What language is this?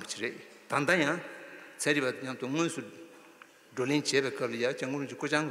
Tibetan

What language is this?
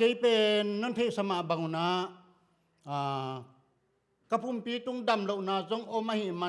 Tedim Chin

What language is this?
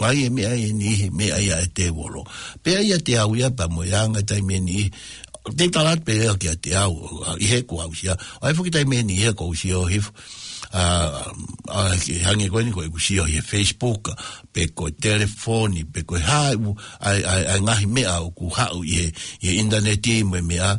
Tongan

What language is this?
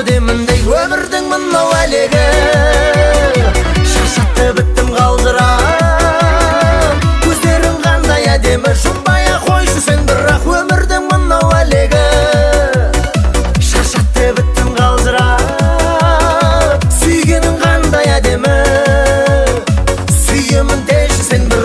Kazakh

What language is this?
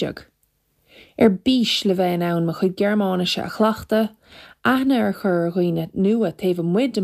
Irish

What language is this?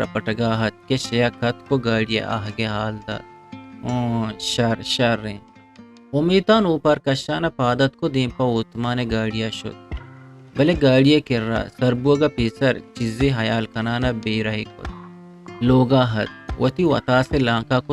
Eastern Balochi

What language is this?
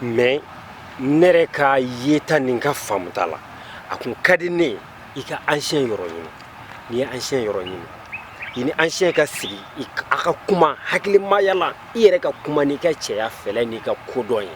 Bambara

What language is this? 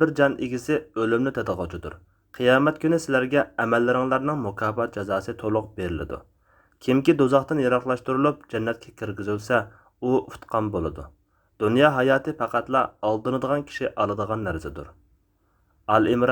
Uyghur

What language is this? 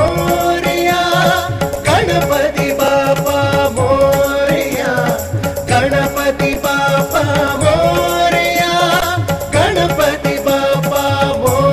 Telugu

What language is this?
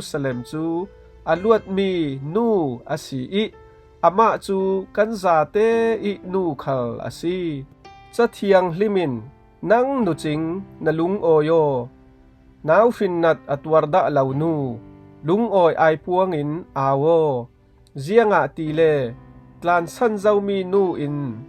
Falam Chin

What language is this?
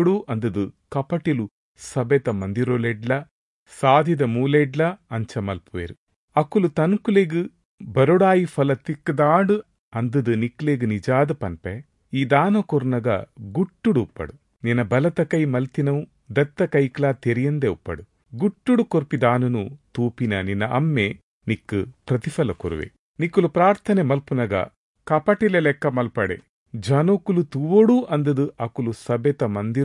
Tulu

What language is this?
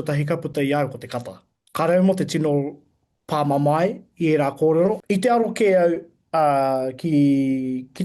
Māori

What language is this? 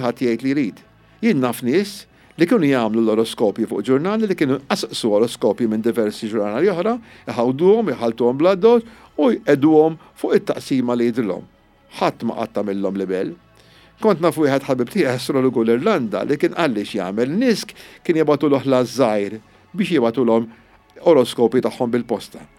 Maltese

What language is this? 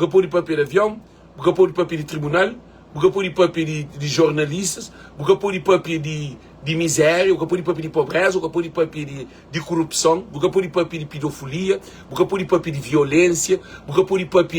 Kabuverdianu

